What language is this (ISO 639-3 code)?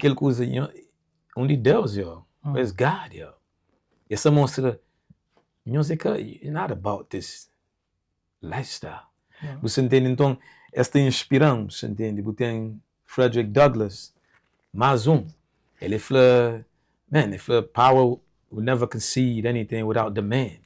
kea